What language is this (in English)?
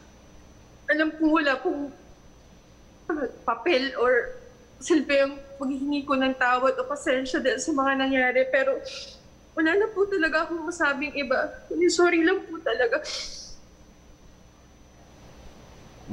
Filipino